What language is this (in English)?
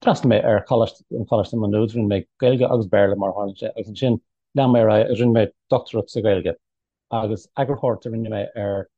Irish